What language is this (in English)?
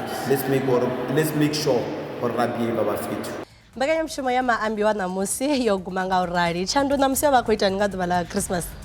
Venda